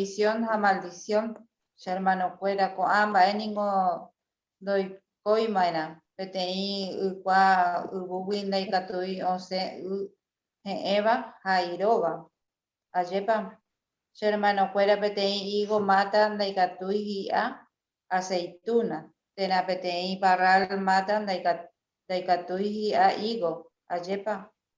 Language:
Guarani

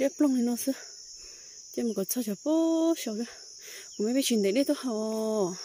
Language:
Hmong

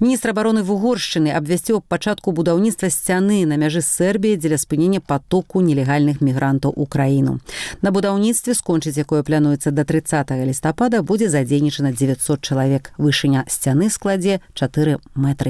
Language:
Belarusian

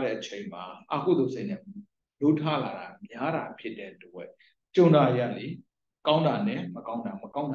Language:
Burmese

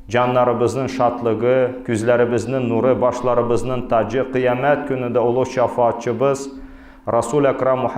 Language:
Tatar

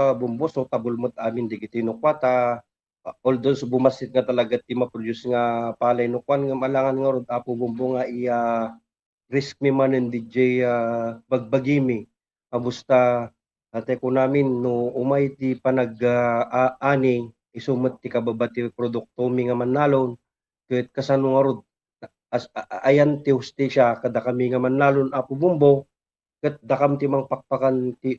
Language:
Iloko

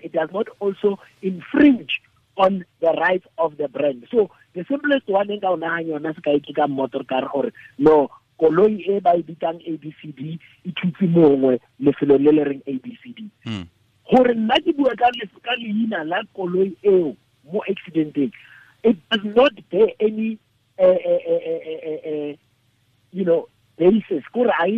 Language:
Tswana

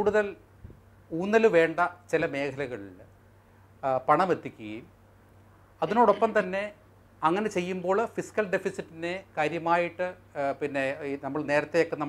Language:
Malayalam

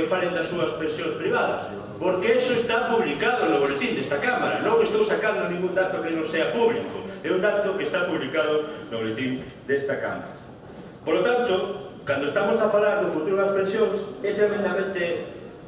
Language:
Galician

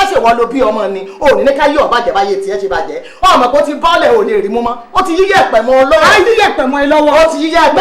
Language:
Yoruba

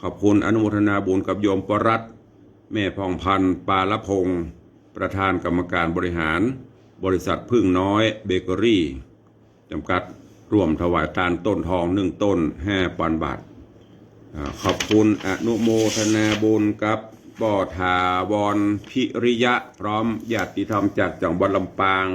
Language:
Northern Thai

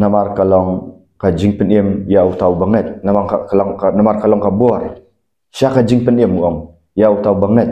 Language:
Khasi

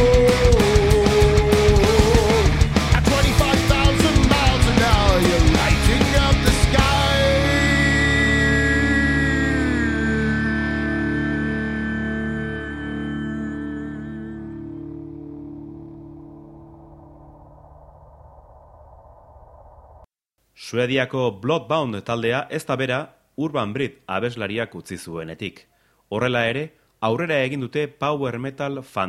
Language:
Basque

